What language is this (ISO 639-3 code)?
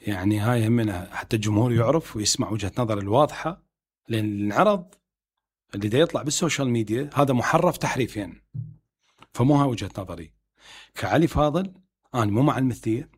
acm